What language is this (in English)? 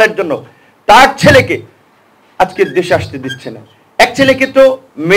Bangla